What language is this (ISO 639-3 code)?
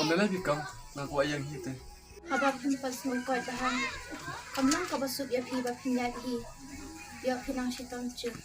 kha